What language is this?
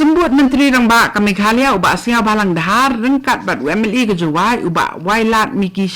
Khasi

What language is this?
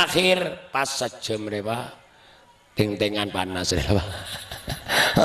Madurese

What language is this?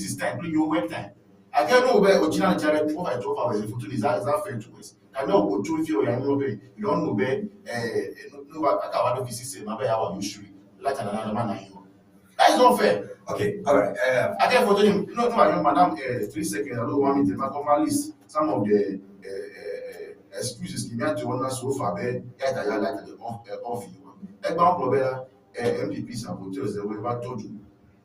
Ewe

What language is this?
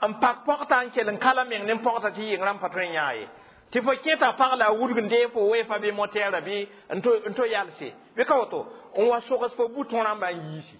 Mossi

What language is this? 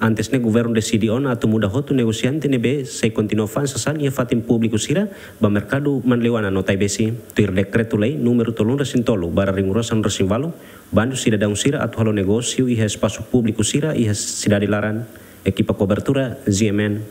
Tetum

